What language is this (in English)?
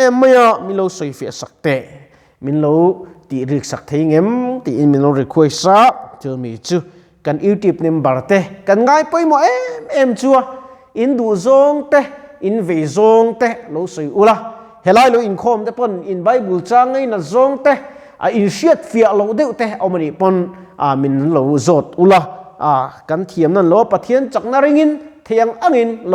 Mizo